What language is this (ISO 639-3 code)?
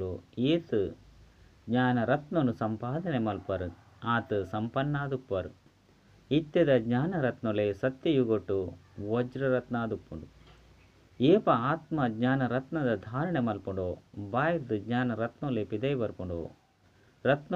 tcy